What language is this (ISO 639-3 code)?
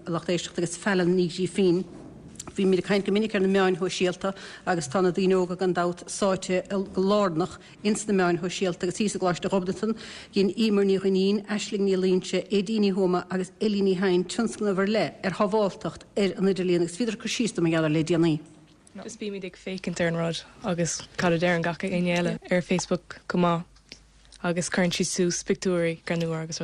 gle